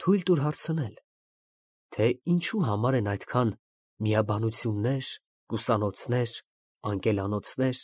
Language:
Armenian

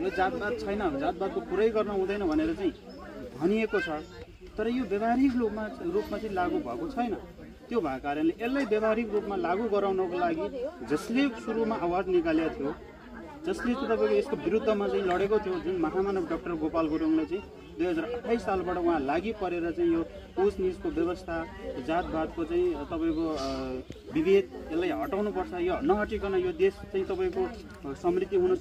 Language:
Nepali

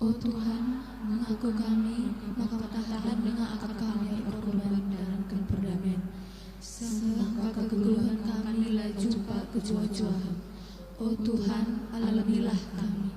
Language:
Batak Karo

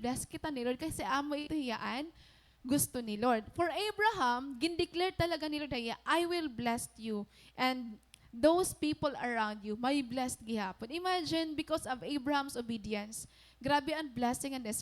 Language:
Waray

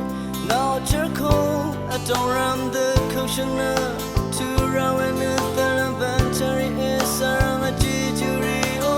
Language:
Rawang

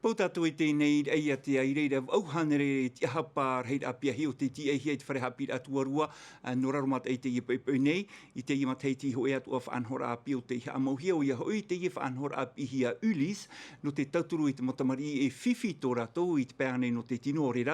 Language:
Tahitian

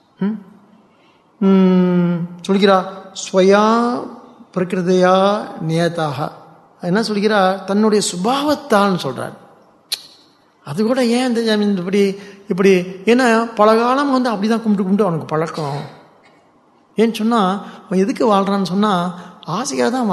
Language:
Tamil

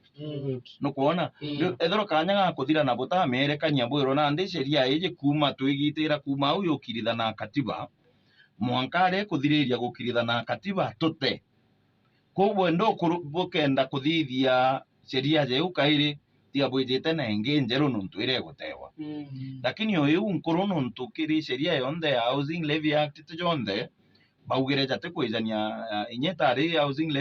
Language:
Meru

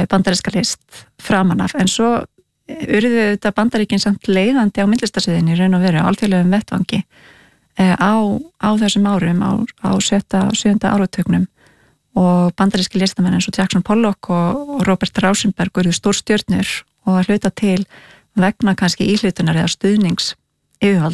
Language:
Icelandic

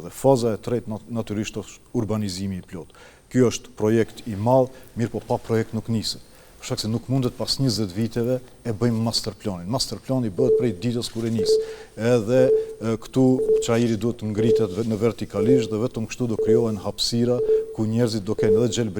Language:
Albanian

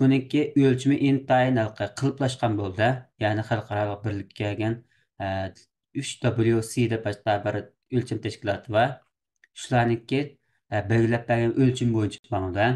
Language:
Uyghur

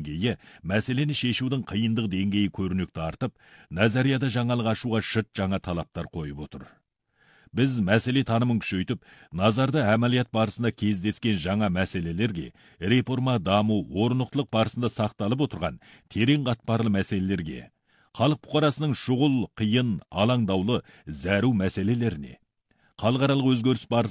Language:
Kazakh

